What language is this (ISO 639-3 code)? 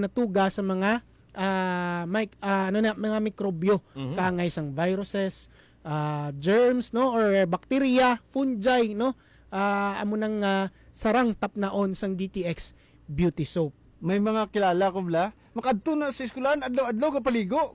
hil